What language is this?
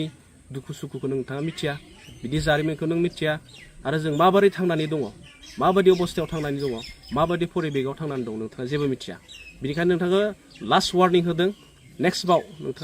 Bodo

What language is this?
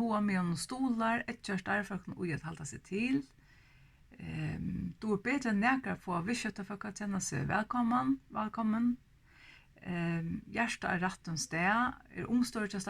Faroese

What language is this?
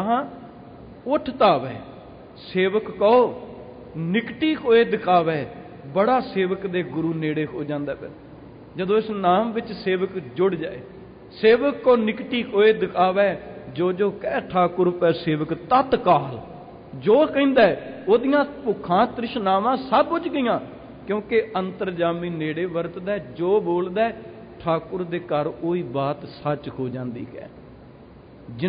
Punjabi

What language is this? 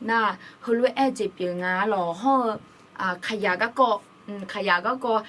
Akha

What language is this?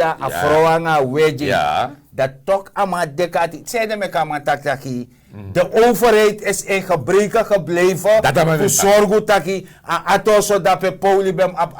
Sranan Tongo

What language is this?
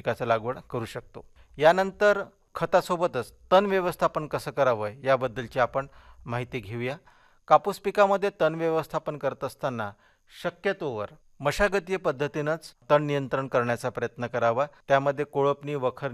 Marathi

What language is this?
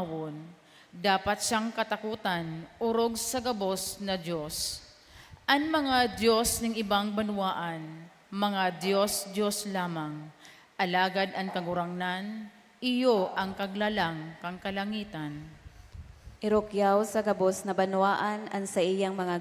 Bikol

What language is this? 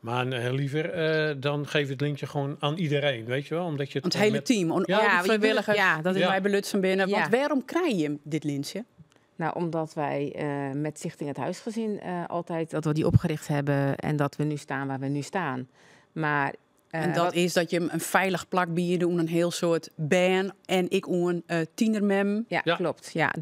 Western Frisian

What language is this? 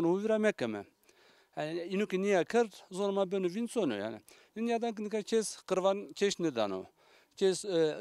Zaza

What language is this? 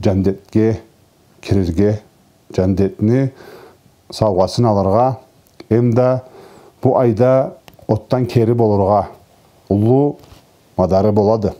Karachay-Balkar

